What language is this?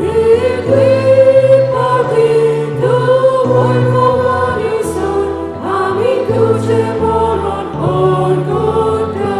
Konkani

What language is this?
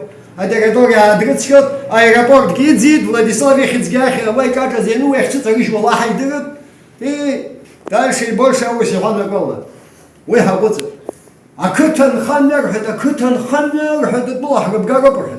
Abkhazian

